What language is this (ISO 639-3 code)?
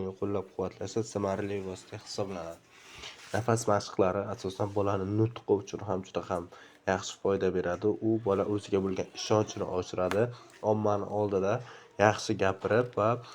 uzb